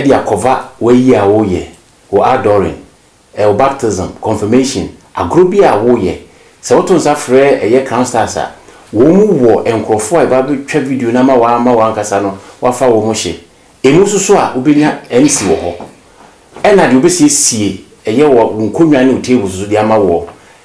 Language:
Akan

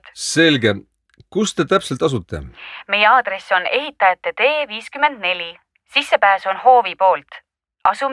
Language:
Estonian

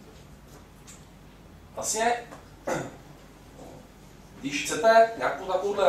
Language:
Czech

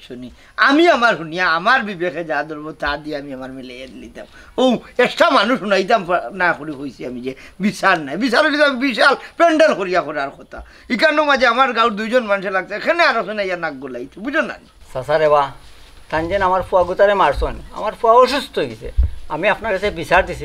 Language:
Sylheti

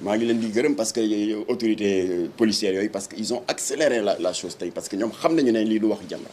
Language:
Wolof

